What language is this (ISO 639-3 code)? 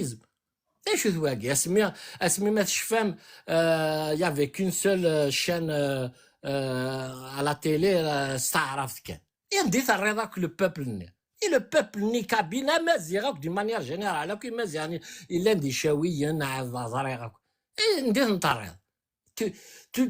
kab